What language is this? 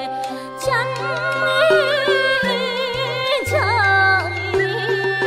Vietnamese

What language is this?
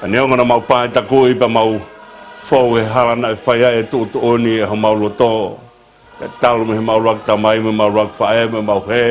Tongan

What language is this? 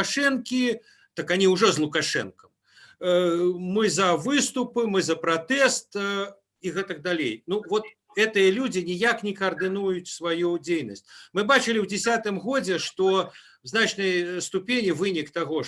Belarusian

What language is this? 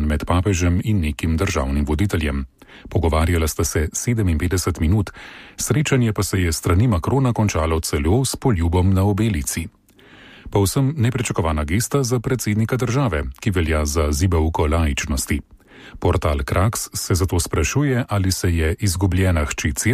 Slovenian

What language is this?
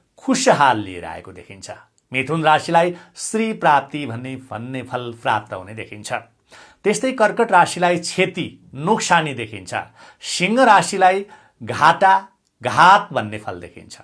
Nepali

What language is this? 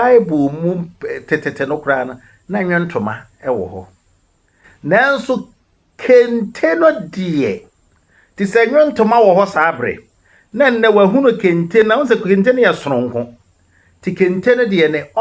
Akan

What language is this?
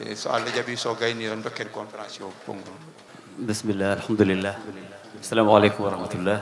Fula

